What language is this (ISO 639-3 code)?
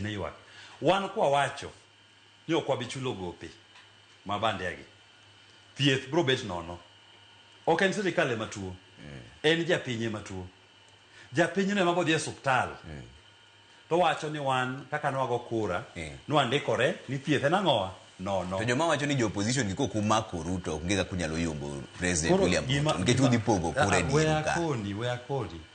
luo